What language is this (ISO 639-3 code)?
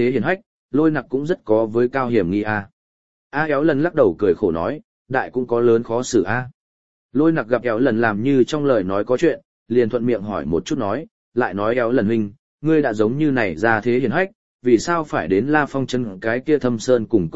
vie